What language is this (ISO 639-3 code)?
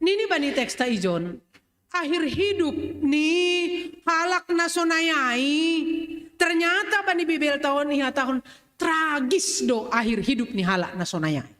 bts